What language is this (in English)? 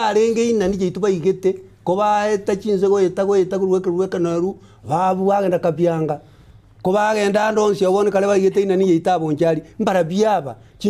Gusii